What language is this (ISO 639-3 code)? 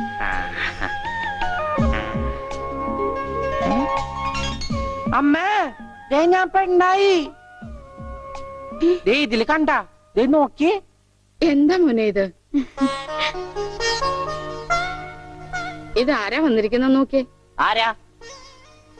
mal